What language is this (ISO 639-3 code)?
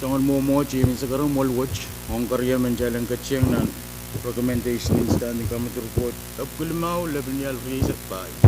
pon